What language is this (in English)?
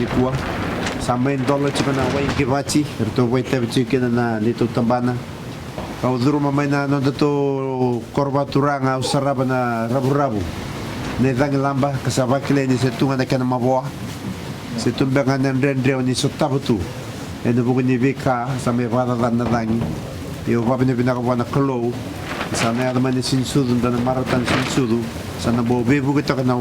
Fijian